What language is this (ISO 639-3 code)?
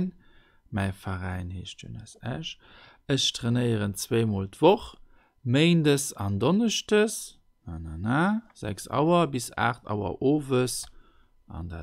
ltz